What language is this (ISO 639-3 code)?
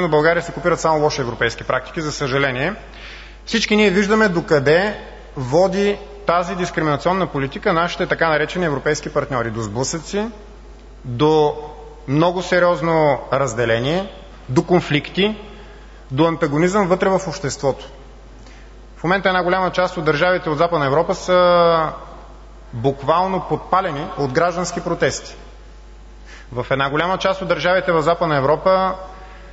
bul